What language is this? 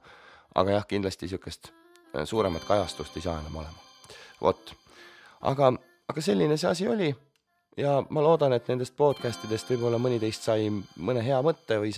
Estonian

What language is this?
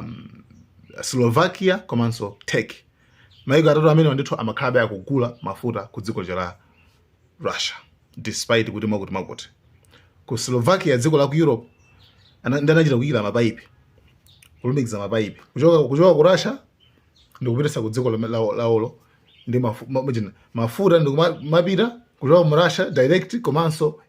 Nyanja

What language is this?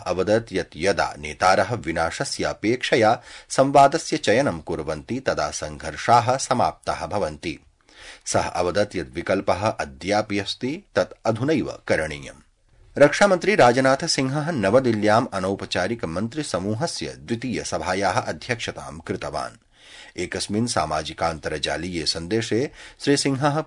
Sanskrit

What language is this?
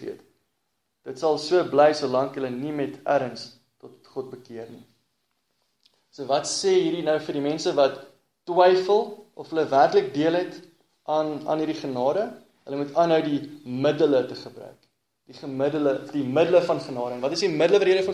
Afrikaans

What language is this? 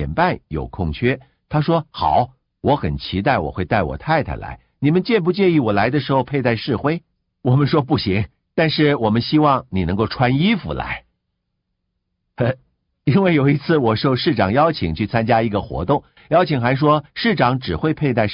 Chinese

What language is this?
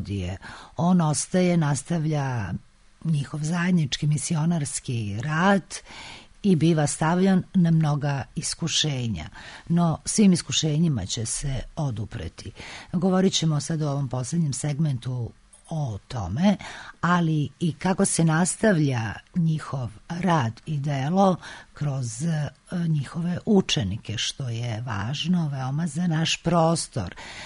Serbian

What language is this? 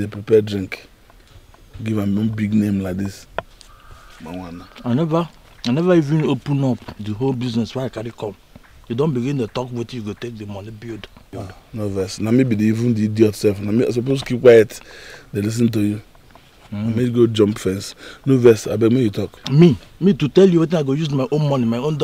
Nigerian Pidgin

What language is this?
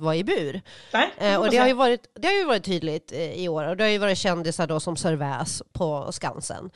Swedish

